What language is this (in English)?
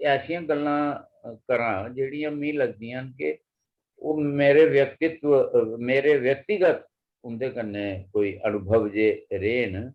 Dogri